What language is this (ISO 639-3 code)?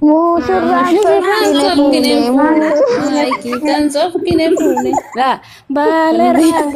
orm